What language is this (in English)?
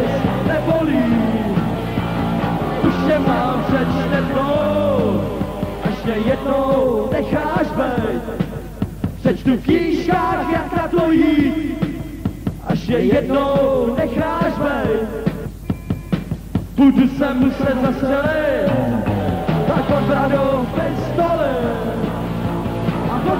Czech